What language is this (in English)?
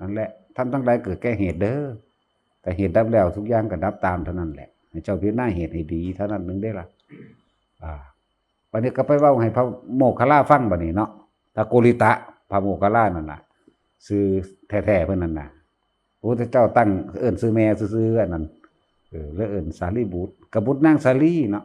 Northeastern Thai